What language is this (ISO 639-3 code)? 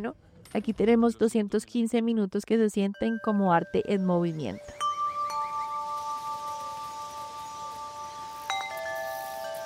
spa